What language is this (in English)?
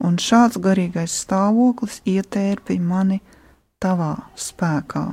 Latvian